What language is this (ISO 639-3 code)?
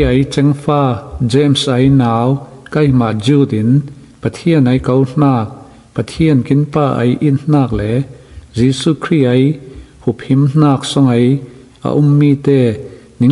cfm